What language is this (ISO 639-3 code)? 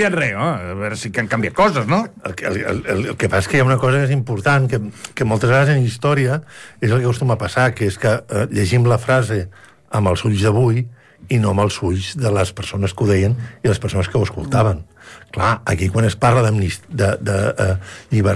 cat